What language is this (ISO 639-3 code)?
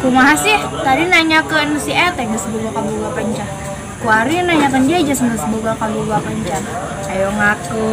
sun